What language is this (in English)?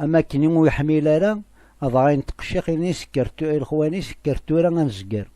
Kabyle